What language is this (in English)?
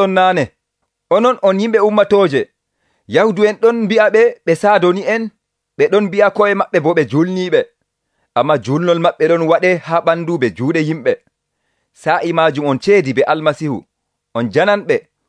Nigerian Fulfulde